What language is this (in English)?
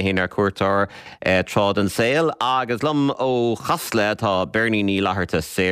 Irish